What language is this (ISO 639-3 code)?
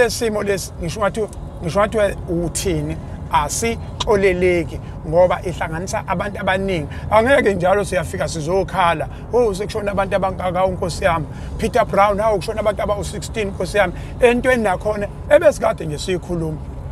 zul